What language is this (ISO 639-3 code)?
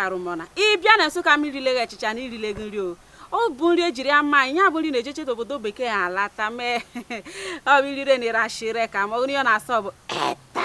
ibo